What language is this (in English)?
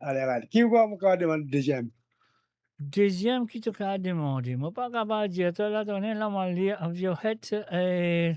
Morisyen